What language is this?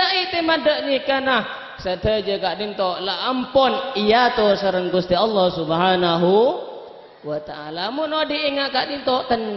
Madurese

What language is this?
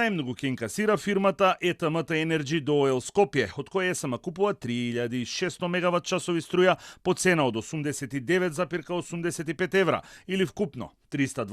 Macedonian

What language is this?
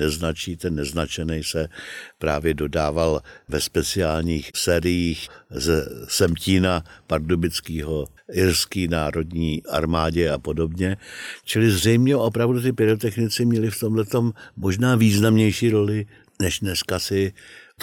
Czech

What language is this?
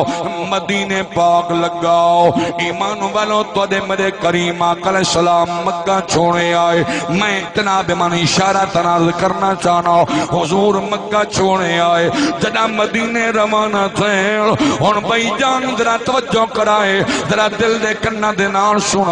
Saraiki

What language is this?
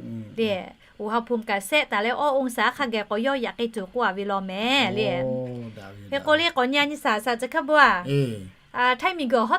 Lahu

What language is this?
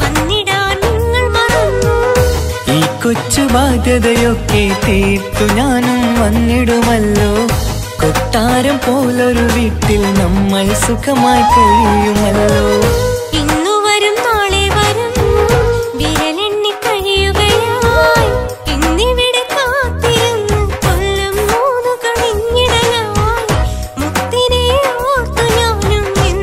Malayalam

